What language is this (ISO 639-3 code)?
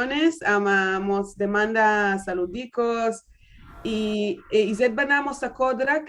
lad